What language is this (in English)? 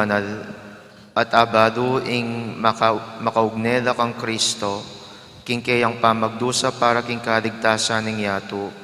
Pampanga